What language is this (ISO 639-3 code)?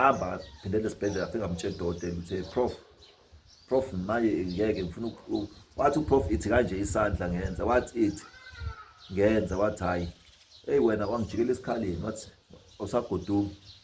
zul